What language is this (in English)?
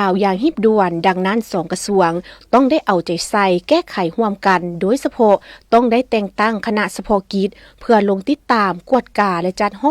Lao